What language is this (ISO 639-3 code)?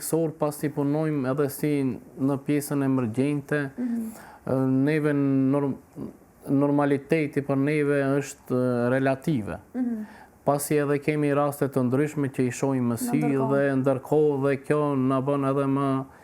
sqi